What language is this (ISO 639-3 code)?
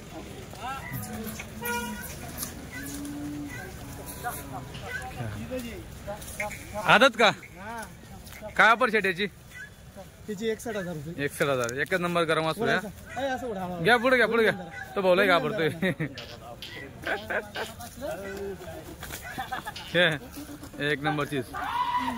mar